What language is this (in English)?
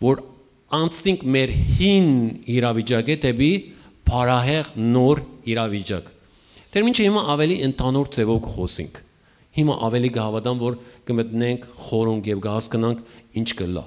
Western Armenian